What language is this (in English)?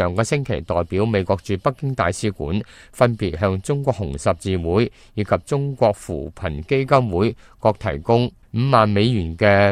Cantonese